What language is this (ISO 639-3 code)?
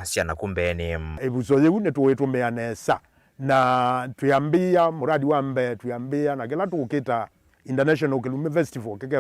kam